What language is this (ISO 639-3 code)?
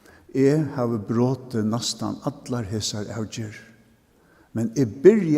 fao